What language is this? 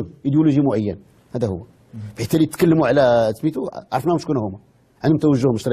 Moroccan Arabic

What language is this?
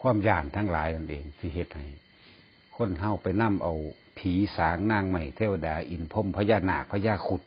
Northeastern Thai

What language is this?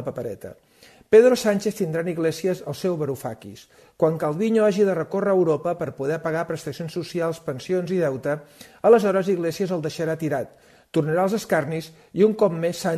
Catalan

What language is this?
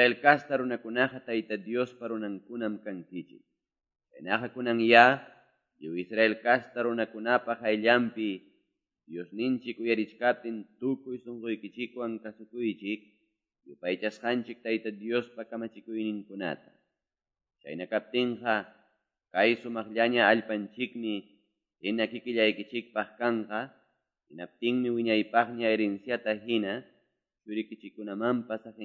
Quechua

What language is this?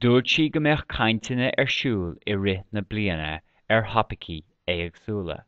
Irish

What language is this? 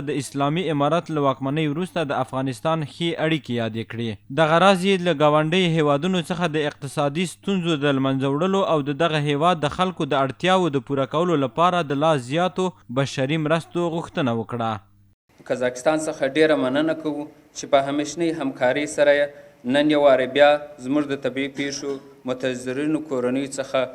Pashto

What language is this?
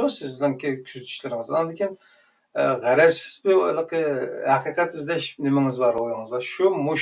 Uyghur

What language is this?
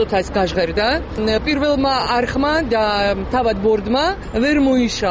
Georgian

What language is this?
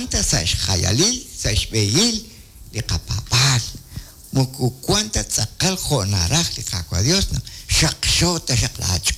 Kekchí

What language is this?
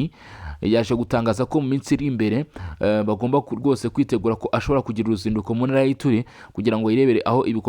Kinyarwanda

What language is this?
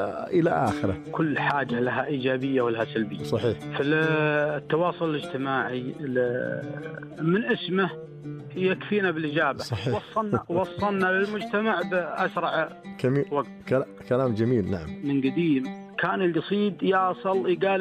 Najdi Arabic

